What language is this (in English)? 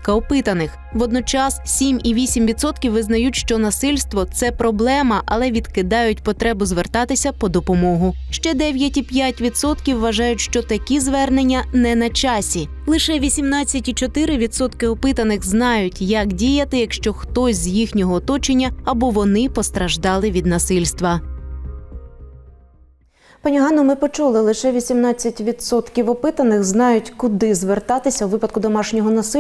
Ukrainian